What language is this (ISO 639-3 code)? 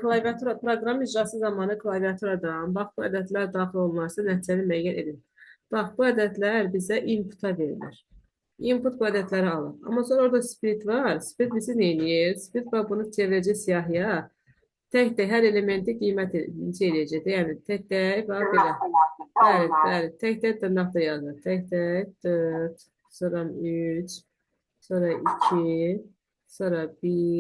aze